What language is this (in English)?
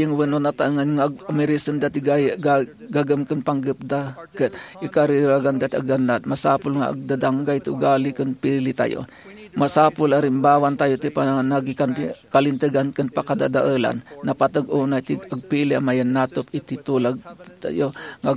Iloko